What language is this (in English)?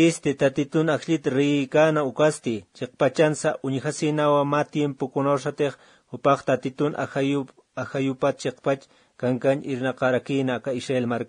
Aymara